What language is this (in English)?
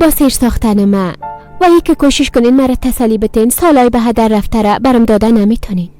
Persian